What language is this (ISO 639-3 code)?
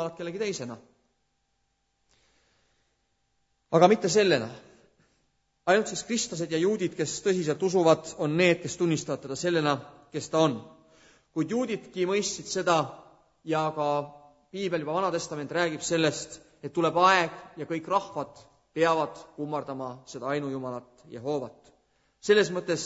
est